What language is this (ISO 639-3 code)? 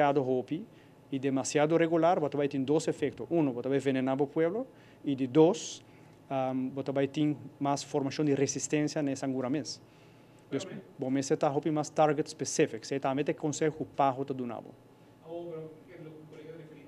pap